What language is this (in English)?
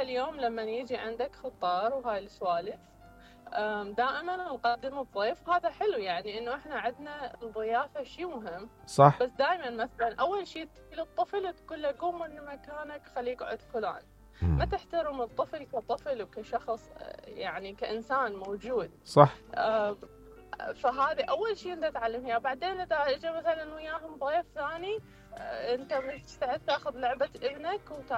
Mesopotamian Arabic